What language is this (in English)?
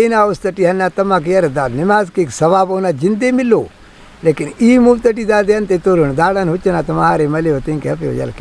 Brahui